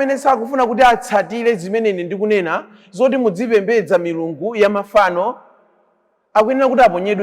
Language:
Nyanja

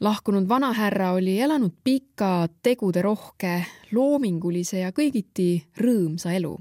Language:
Estonian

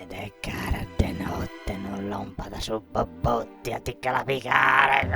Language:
Sardinian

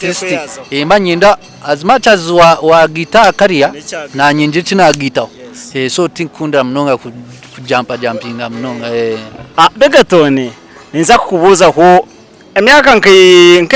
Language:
Nyankole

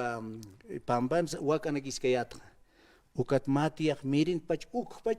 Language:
Aymara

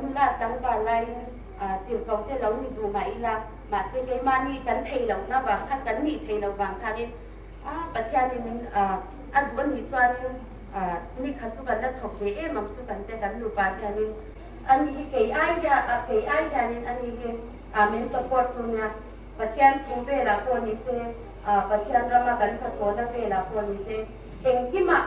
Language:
Hmar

